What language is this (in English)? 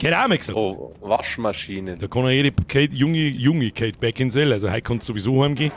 Bavarian